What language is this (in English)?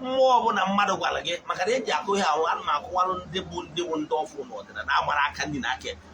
Igbo